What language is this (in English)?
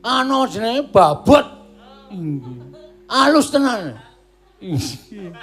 Javanese